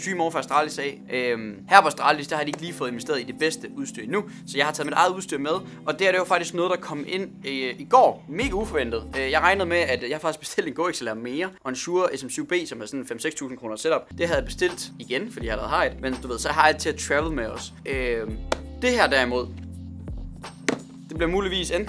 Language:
Danish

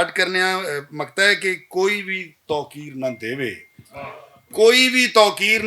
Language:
Western Panjabi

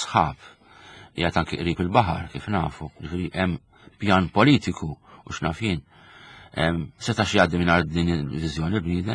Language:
Maltese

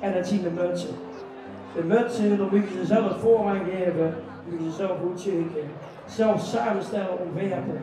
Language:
Limburgish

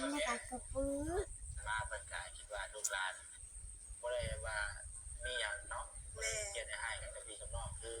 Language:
Northeastern Thai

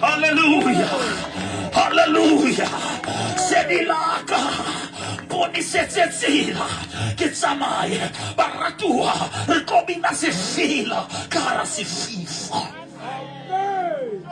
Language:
Southern Sotho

